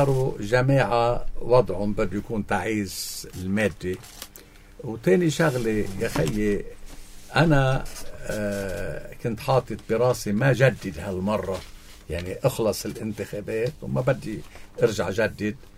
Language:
North Levantine Arabic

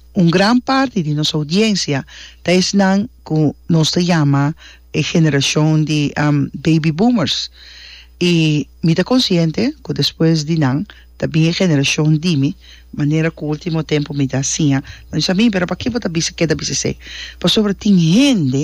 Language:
Papiamento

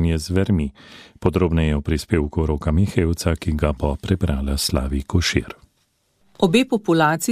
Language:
Slovenian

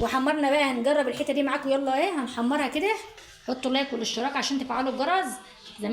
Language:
Egyptian Arabic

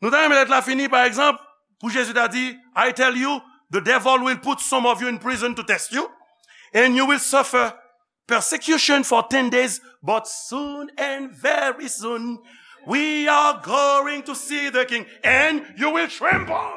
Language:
Haitian Creole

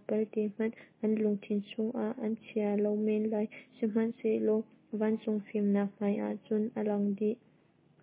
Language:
Hakha Chin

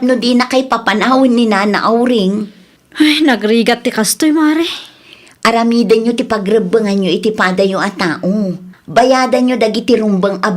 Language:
Iloko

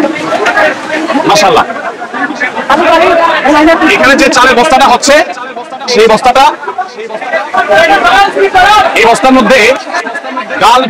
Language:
Bangla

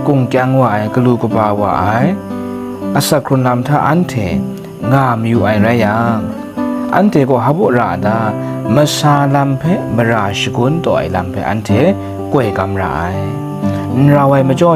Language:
Kachin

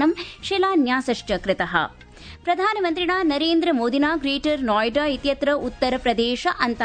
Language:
Sanskrit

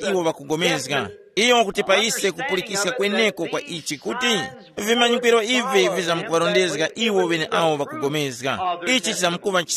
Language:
Tumbuka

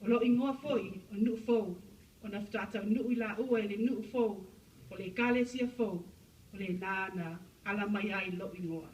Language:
Samoan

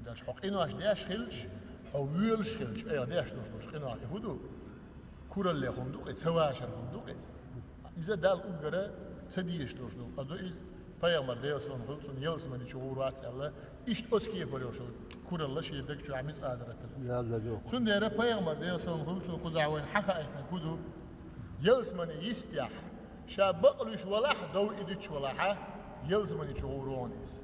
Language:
Chechen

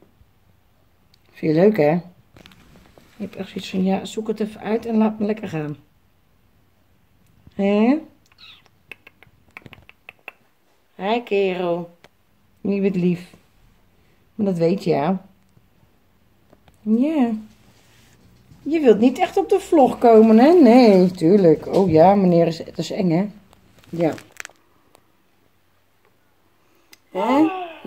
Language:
Dutch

